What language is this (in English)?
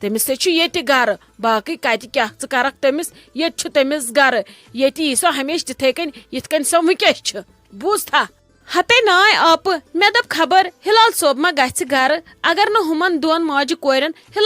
Kashmiri